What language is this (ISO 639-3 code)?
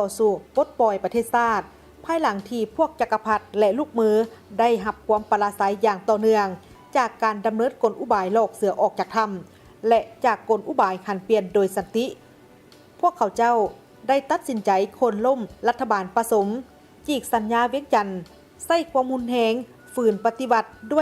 lao